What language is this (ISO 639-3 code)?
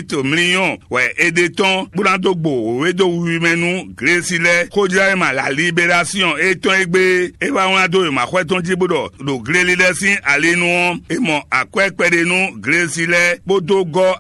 fon